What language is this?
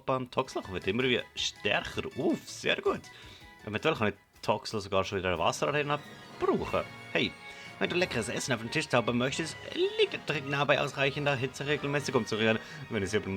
Swiss German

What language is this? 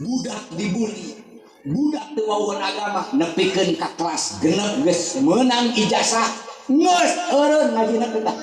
Sundanese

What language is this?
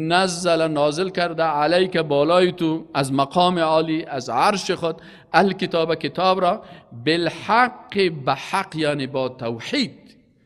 Persian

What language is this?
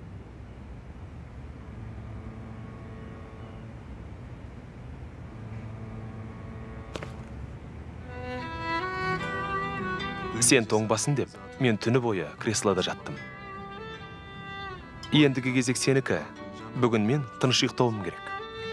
Kazakh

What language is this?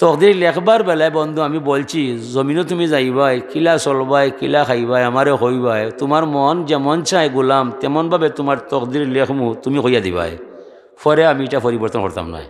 Sylheti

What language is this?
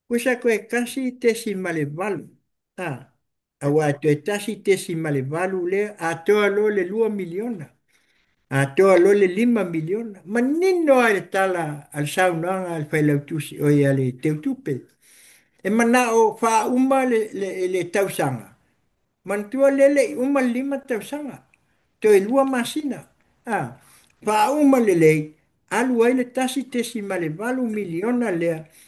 Samoan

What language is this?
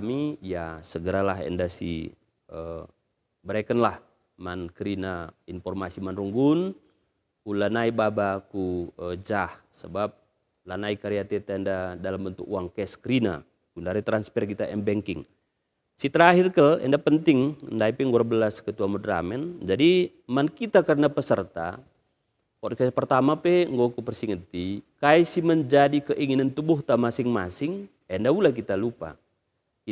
Batak Karo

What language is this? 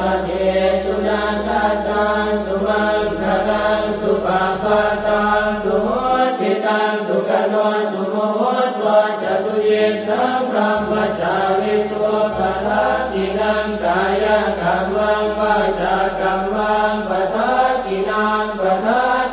Pali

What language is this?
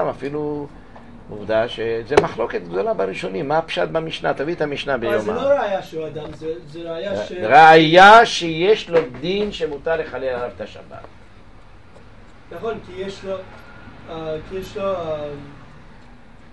Hebrew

